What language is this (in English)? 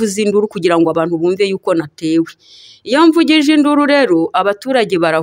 Kinyarwanda